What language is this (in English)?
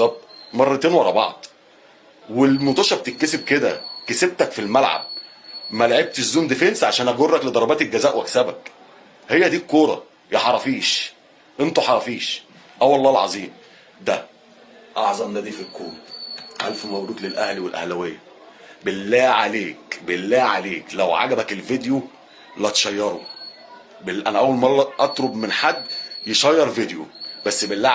Egyptian Arabic